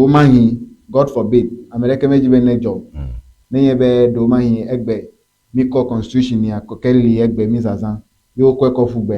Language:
Ewe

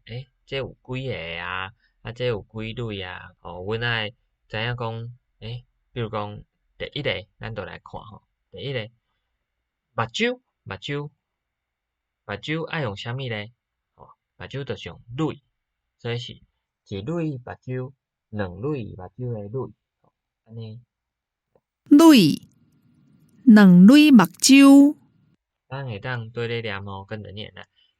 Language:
Min Nan Chinese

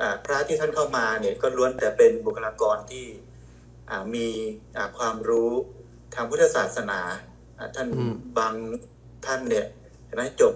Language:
Thai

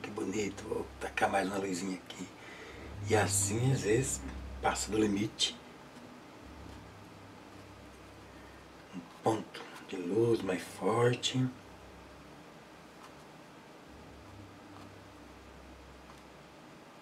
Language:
Portuguese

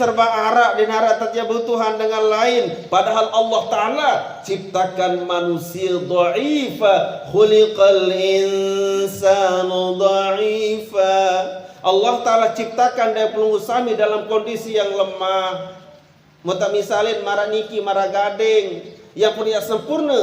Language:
Sasak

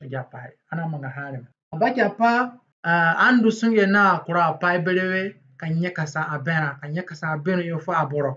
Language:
Zande (individual language)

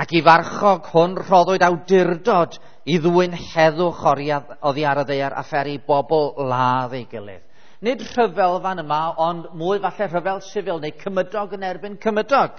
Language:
Welsh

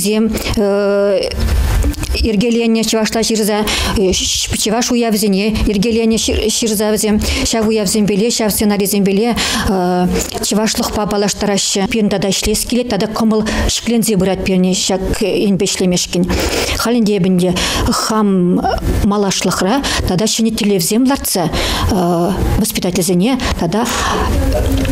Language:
Chuvash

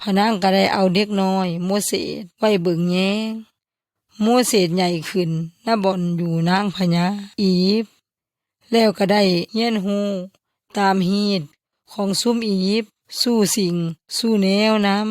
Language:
Yoy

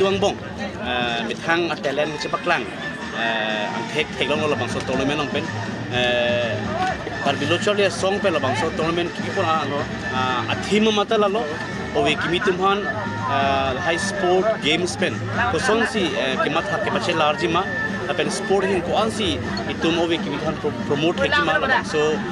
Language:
Karbi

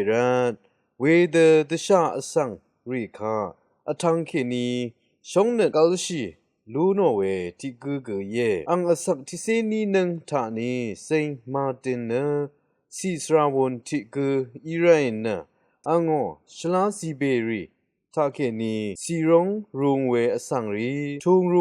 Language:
Rawang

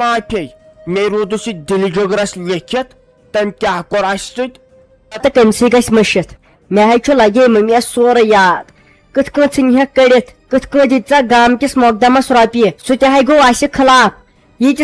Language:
Kashmiri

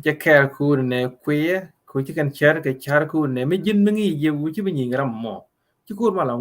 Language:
Nuer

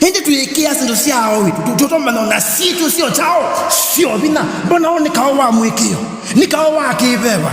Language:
Kamba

